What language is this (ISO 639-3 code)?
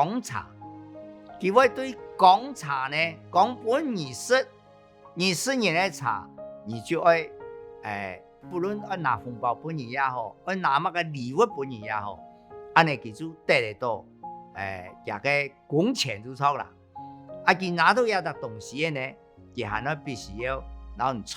hak